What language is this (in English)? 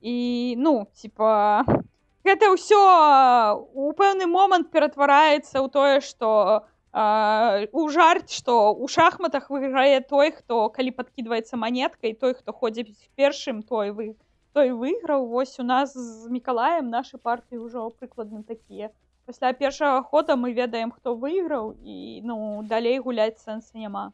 Belarusian